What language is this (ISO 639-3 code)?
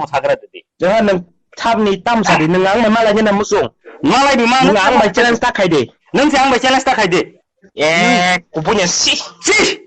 trp